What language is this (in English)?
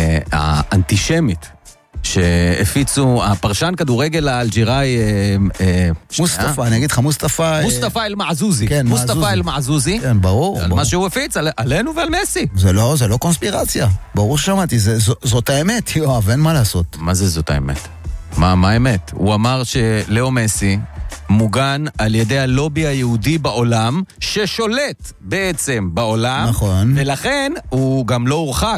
Hebrew